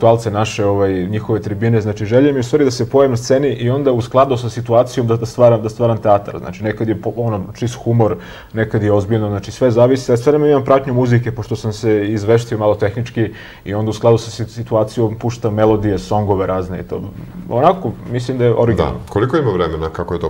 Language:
Serbian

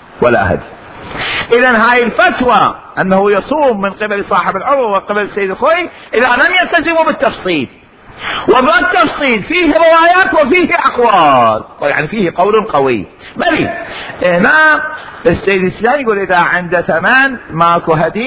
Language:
Mesopotamian Arabic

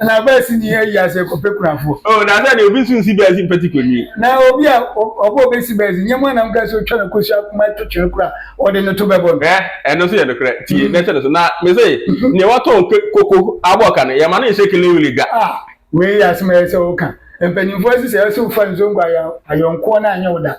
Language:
Akan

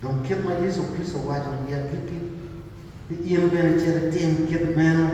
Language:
Acoli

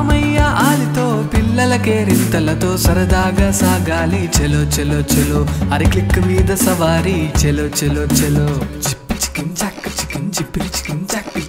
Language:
Telugu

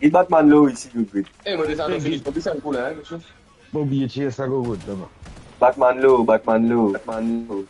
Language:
Morisyen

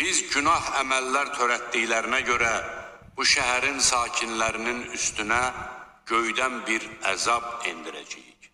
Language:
Azerbaijani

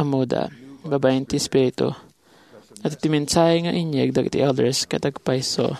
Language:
Iloko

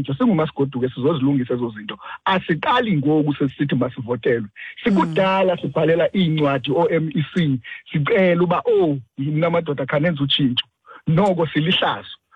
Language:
Xhosa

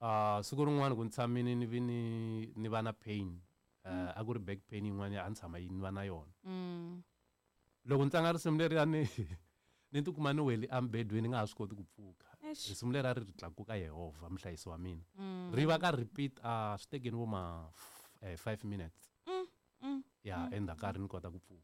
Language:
Tsonga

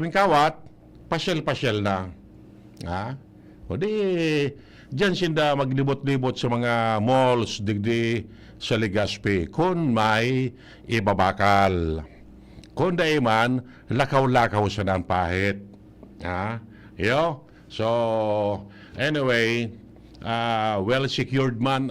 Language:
Bikol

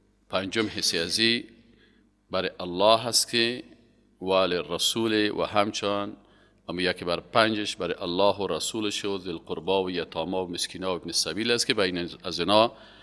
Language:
Persian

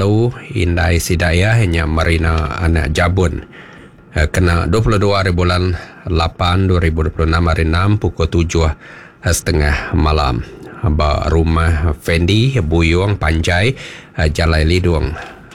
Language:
Iban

